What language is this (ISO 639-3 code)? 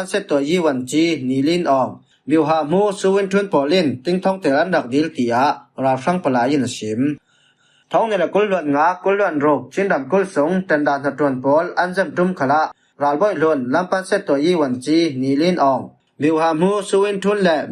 cfm